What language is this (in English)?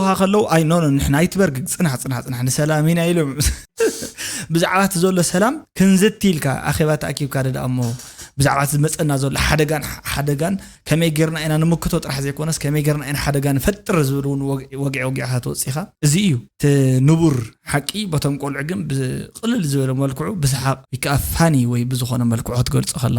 Tigrinya